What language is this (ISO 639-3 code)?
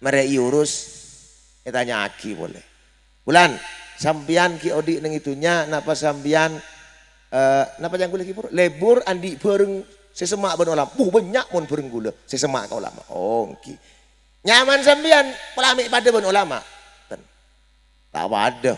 mad